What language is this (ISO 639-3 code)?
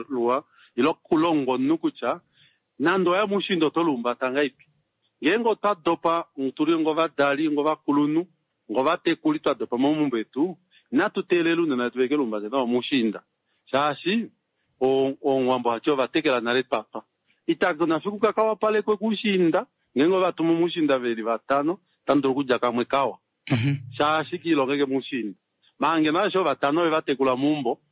kua